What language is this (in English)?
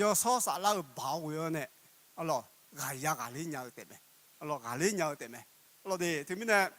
Akha